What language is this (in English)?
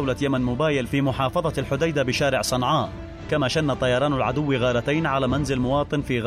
Arabic